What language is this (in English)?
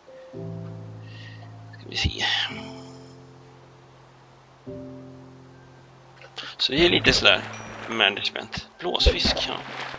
Swedish